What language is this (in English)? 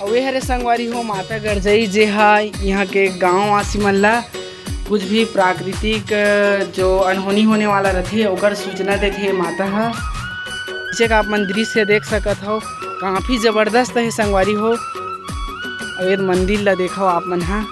Chhattisgarhi